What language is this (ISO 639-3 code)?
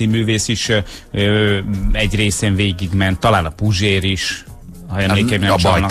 hun